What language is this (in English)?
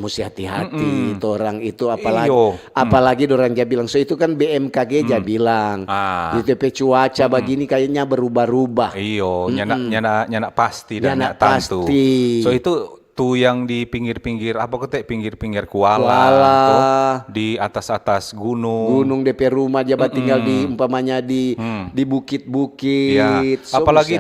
Manado Malay